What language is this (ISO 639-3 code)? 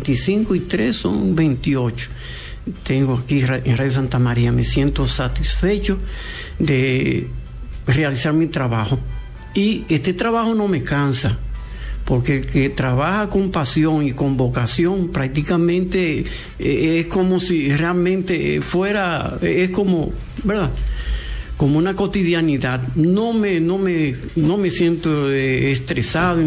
spa